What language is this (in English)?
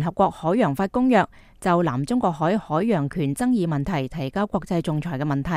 Cantonese